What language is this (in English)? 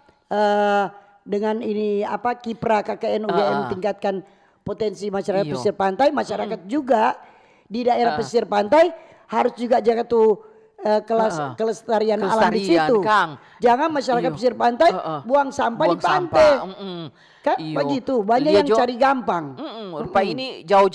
Manado Malay